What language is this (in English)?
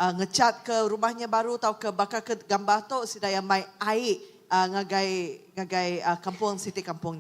Iban